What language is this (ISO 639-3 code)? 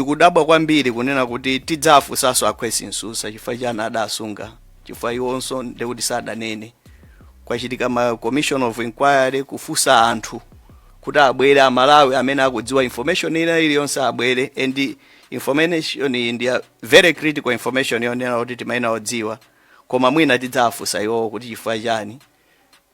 nya